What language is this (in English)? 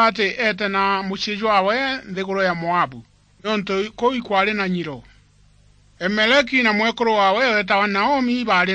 Meru